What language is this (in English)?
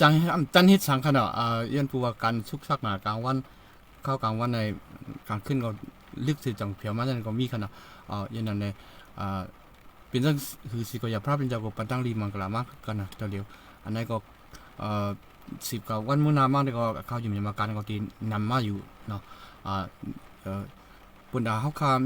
Shan